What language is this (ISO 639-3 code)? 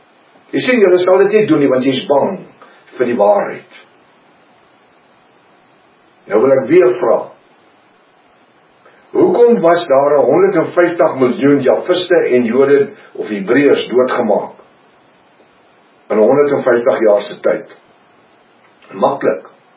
afr